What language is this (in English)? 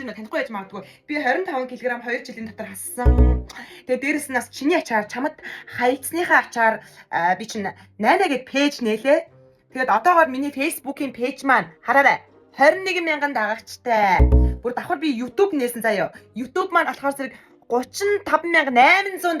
Mongolian